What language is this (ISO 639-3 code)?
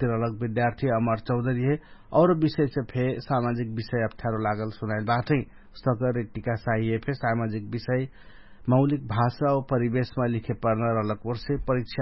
thl